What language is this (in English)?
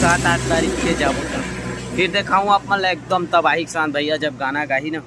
Chhattisgarhi